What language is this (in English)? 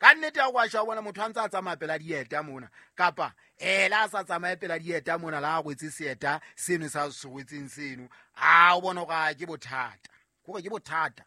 Southern Sotho